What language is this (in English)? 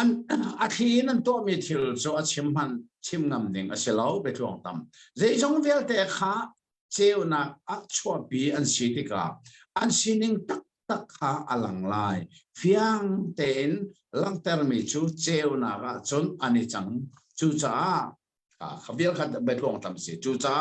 Hakha Chin